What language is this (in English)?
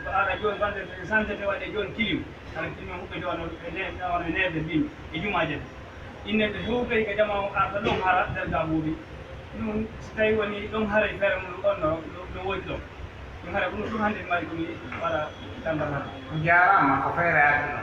Pular